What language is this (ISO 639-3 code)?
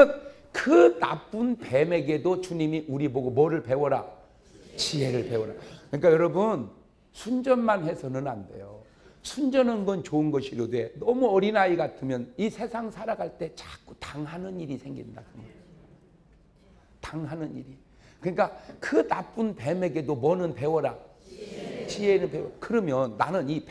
kor